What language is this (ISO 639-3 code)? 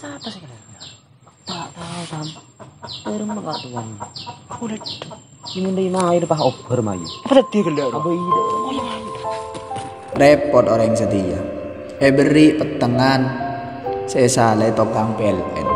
mad